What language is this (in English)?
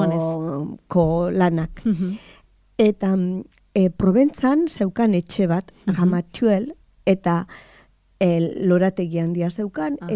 Basque